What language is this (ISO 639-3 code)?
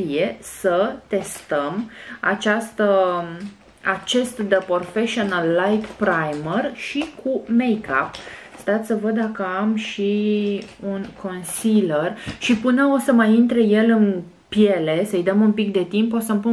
ron